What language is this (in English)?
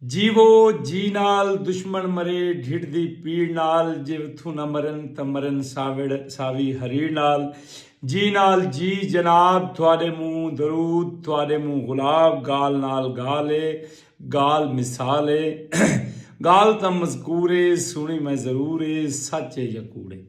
Saraiki